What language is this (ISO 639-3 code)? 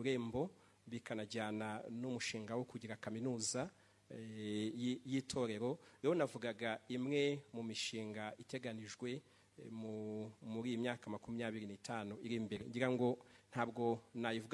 kin